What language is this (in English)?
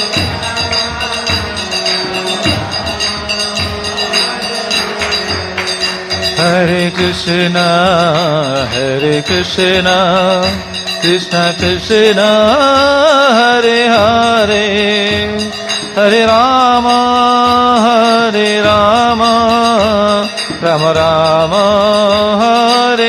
Odia